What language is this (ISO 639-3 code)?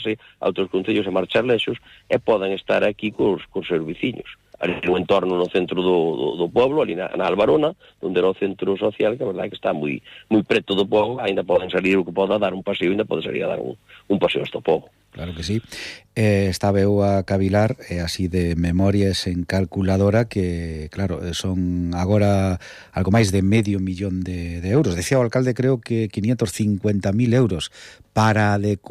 glg